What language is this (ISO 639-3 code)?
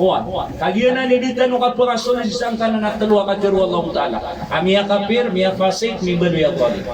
mrw